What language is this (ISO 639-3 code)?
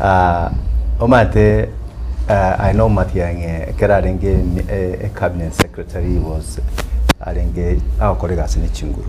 guz